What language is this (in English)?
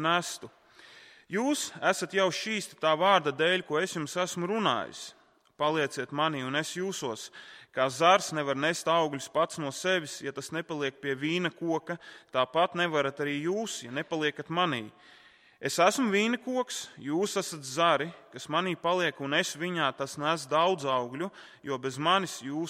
Latvian